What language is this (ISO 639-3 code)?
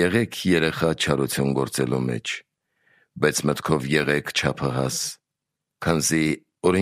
hye